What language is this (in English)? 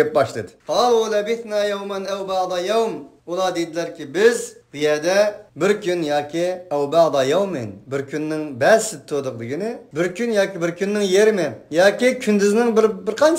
Uyghur